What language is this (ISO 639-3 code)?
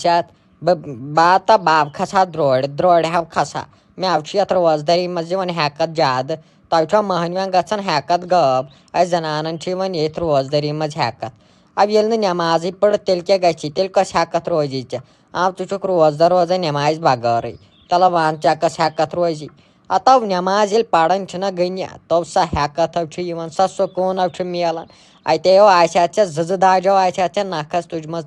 kas